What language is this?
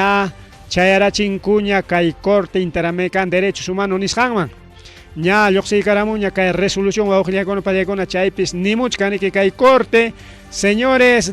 Ayacucho Quechua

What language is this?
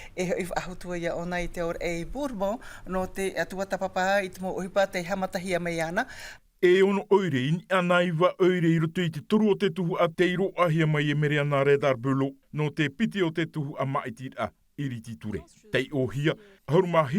Tahitian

